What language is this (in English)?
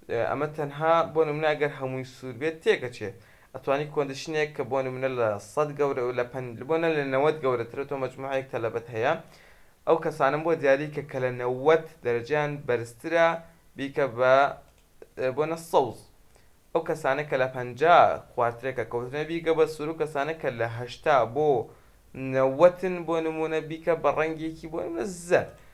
Central Kurdish